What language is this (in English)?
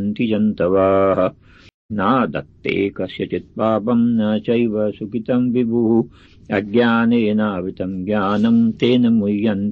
Sanskrit